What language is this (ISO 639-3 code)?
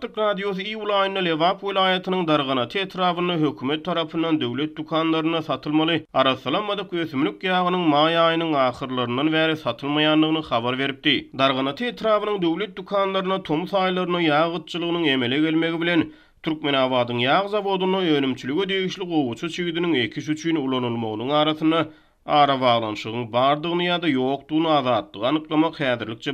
tuk